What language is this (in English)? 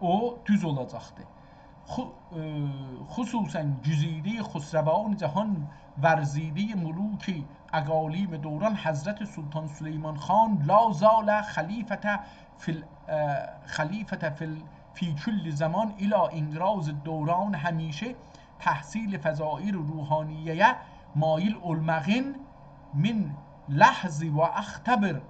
South Azerbaijani